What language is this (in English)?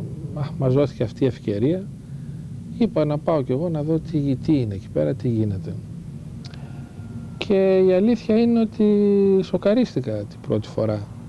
Greek